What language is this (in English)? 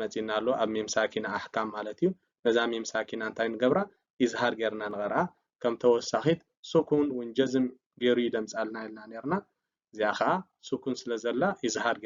Tigrinya